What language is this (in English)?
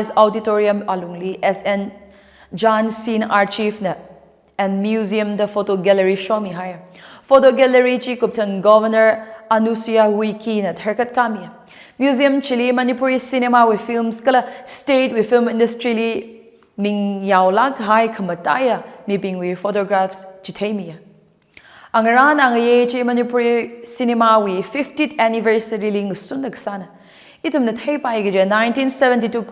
Tangkhul Naga (India)